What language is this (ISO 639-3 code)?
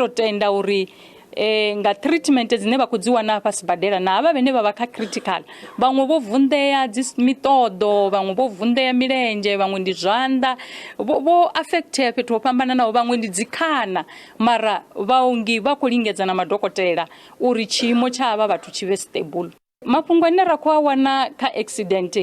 ven